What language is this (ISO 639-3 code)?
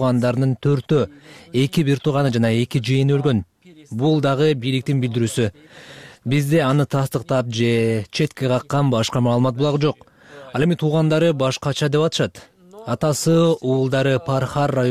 kir